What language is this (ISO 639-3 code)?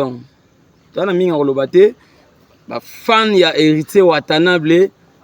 lin